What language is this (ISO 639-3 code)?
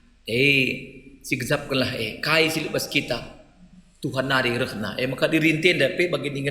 btx